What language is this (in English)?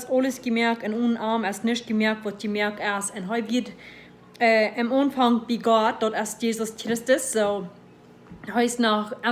Plautdietsch